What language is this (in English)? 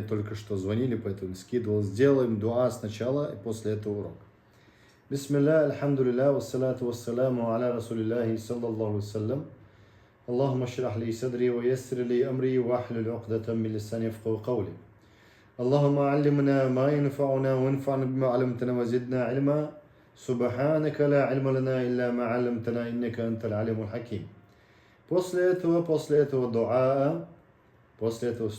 Chechen